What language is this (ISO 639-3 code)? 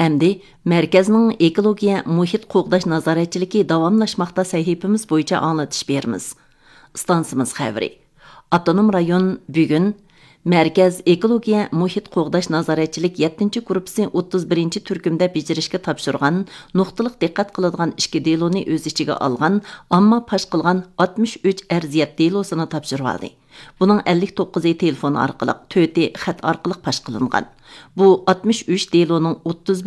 uig